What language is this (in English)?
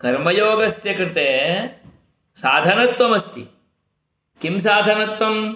Sanskrit